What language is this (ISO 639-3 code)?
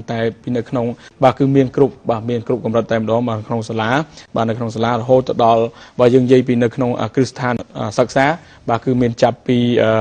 khm